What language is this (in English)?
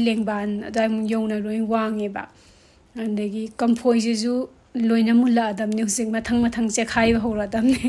Manipuri